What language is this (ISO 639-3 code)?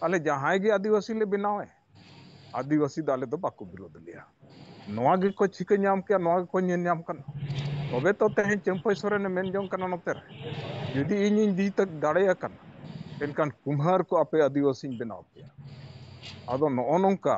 sat